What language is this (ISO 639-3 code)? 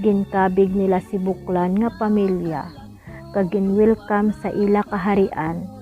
hil